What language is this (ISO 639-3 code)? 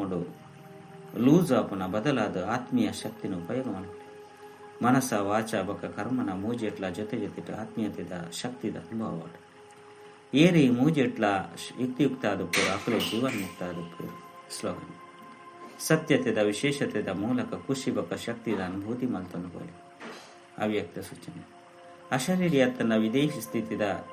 tcy